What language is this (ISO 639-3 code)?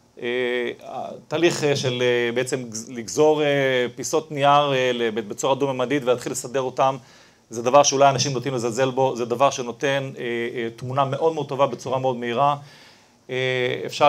heb